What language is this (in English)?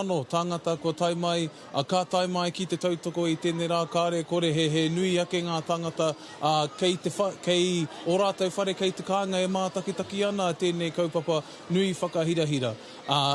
Māori